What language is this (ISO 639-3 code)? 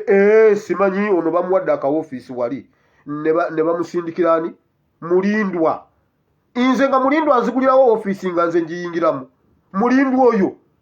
lug